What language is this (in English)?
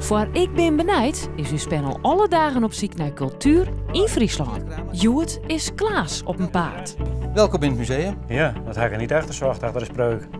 Western Frisian